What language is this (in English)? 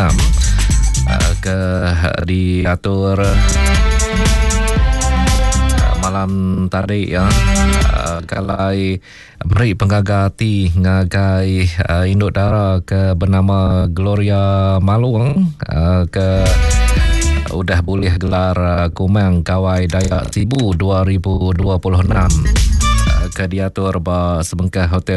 Iban